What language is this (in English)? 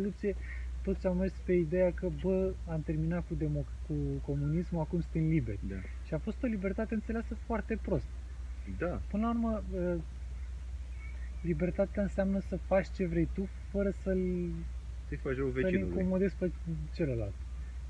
Romanian